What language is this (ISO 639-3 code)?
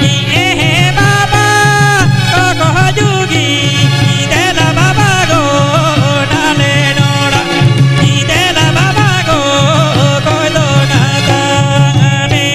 sat